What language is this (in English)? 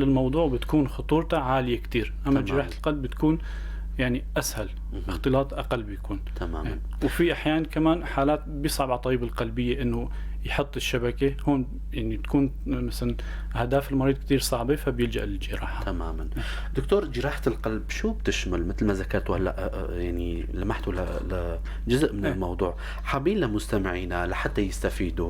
North Levantine Arabic